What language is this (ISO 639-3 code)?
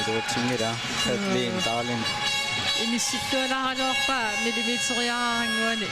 kal